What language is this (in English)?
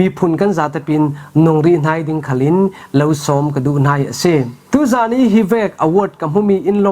Falam Chin